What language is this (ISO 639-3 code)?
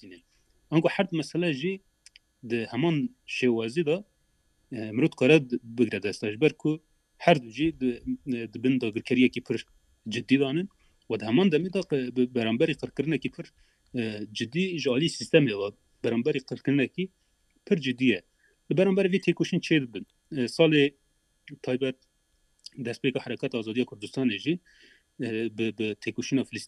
kur